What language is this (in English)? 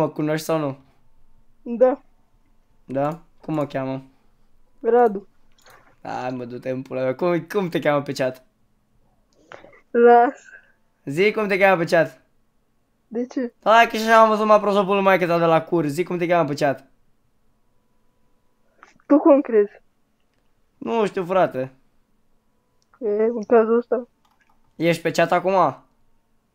Romanian